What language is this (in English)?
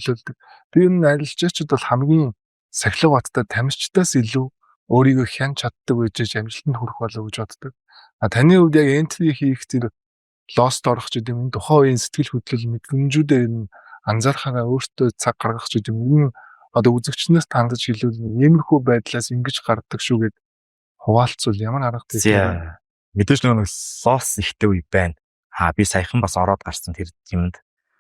Mongolian